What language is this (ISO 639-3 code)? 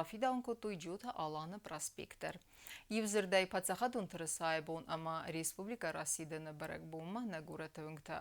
oss